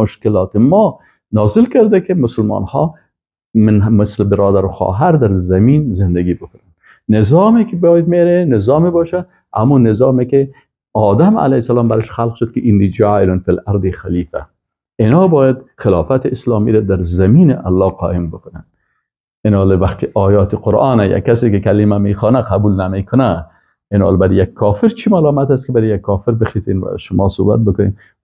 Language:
Persian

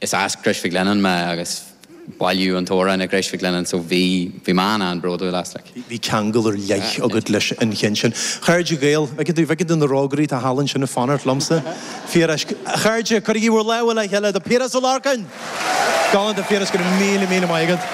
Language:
Irish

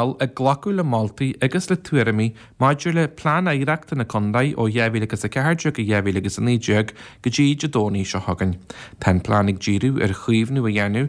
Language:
Irish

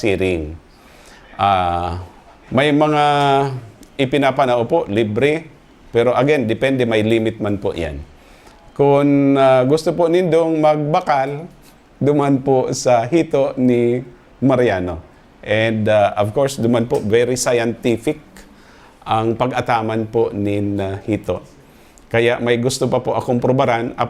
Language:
Bikol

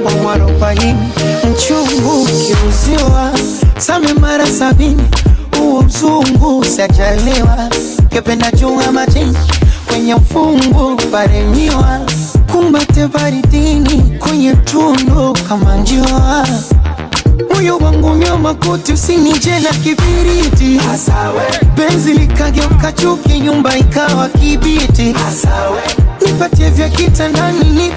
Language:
Swahili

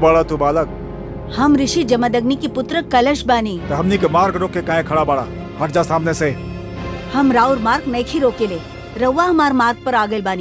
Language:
Bhojpuri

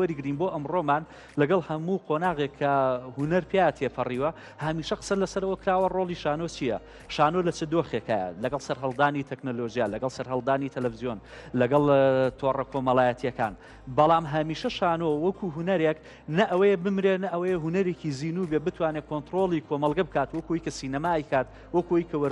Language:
Central Kurdish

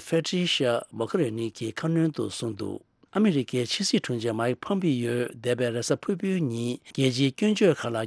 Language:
Tibetan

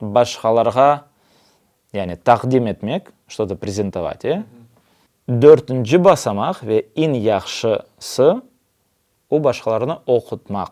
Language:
Crimean Tatar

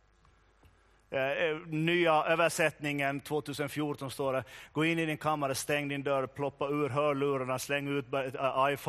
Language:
Swedish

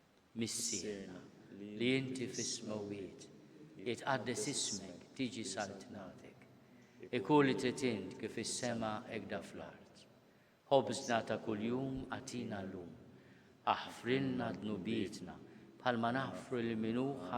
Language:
Maltese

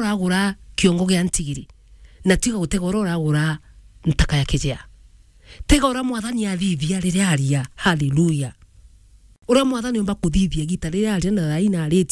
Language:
Meru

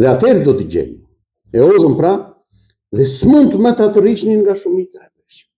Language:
Albanian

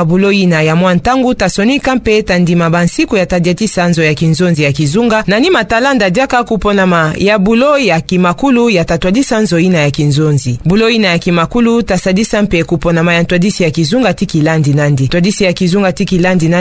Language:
Kituba (Democratic Republic of Congo)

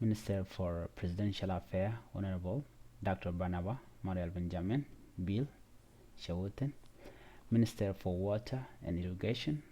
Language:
Nuer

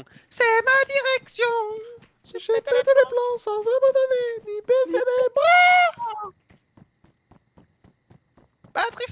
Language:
French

